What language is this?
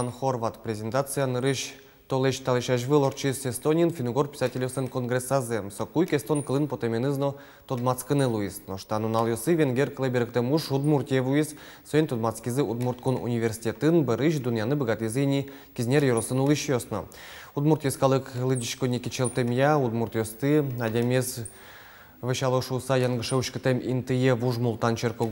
Udmurt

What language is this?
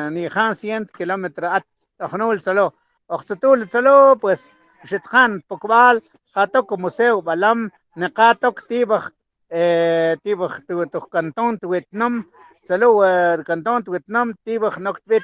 Mam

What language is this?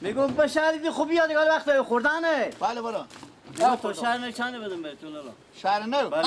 Persian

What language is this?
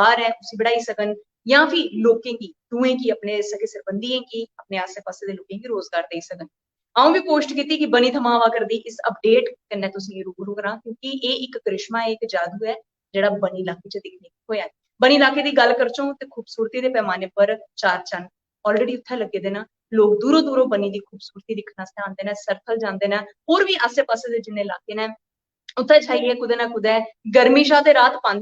Dogri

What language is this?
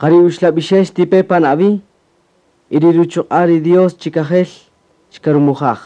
Kaqchikel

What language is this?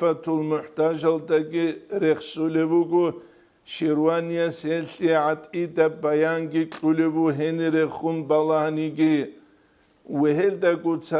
Avaric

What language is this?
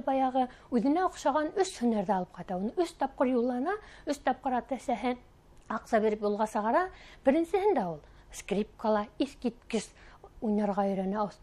Bashkir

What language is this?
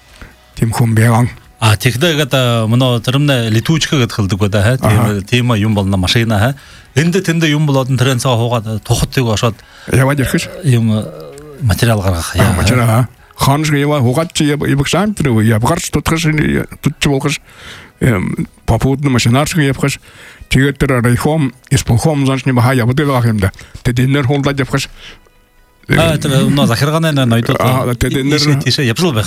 Buriat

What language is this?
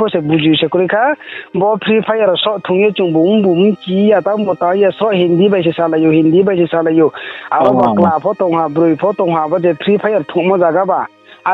Riang (India)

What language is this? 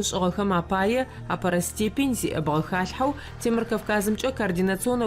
Adyghe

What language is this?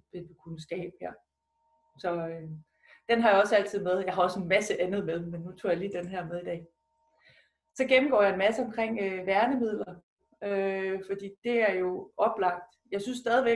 Danish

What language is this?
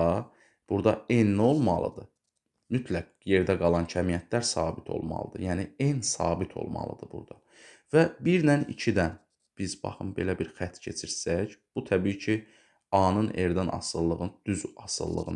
Azerbaijani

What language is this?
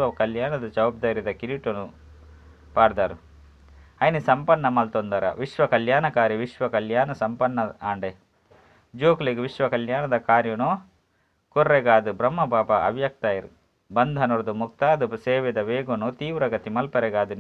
Tulu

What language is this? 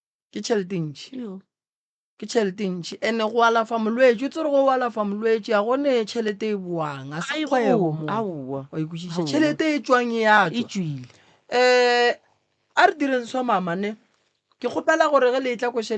Northern Sotho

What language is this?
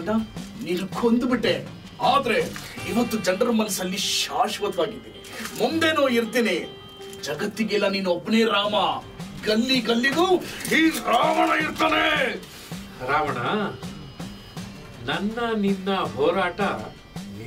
Kannada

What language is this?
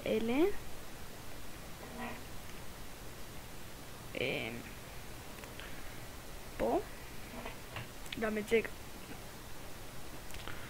Hebrew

